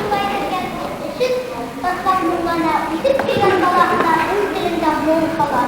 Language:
Bashkir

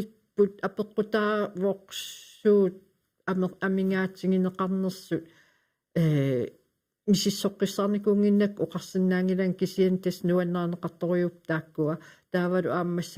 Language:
Kalaallisut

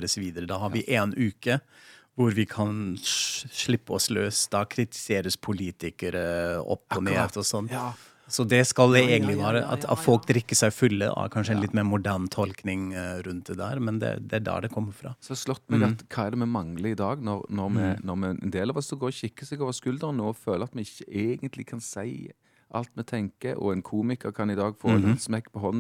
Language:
Norwegian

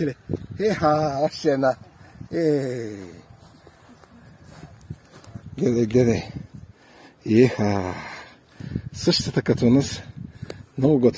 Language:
Bulgarian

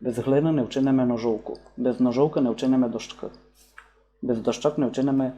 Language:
Rusyn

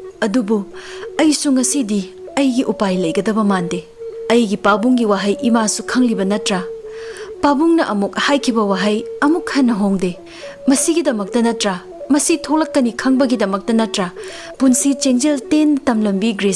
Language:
Manipuri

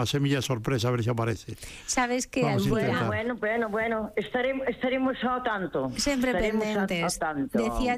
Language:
Galician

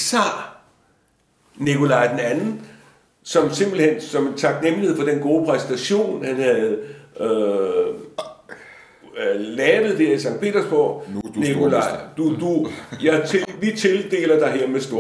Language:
Danish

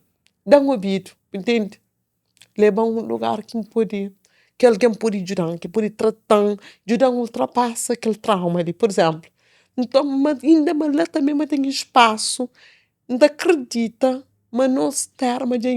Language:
Kabuverdianu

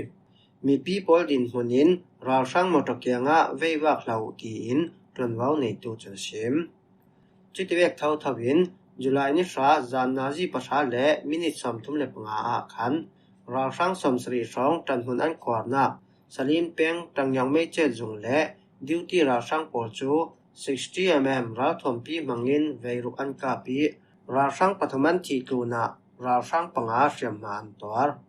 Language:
Falam Chin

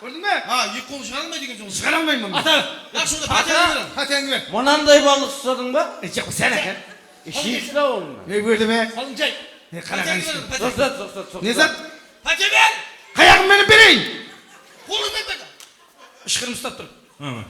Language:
Kara-Kalpak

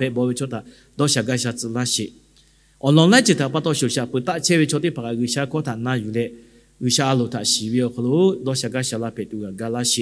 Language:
Lahu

